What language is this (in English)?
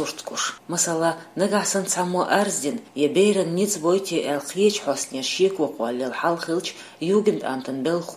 Chechen